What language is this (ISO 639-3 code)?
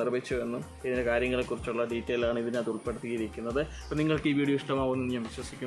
mal